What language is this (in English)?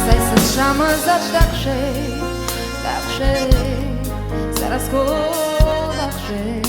Abkhazian